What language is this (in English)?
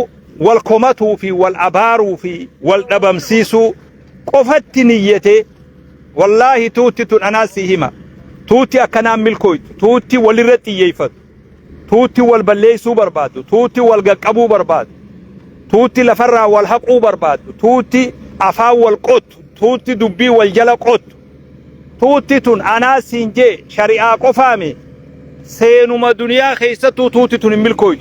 Oromo